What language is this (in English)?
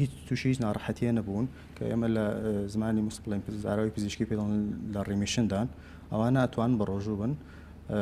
Central Kurdish